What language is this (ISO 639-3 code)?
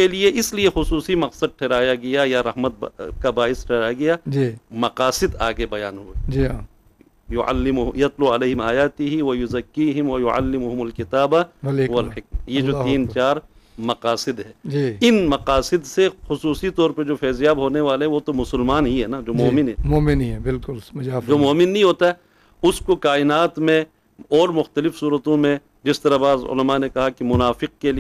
urd